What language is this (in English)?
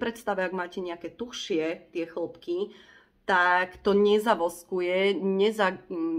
Slovak